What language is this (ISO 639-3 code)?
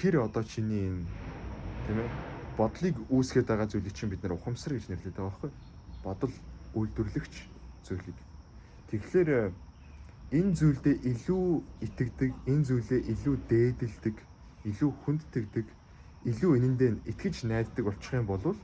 mon